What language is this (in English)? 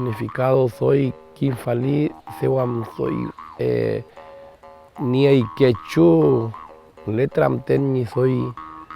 Mapuche